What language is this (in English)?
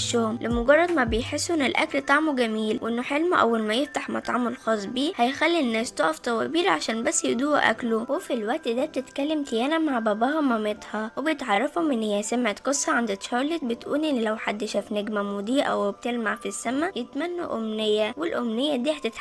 Egyptian Arabic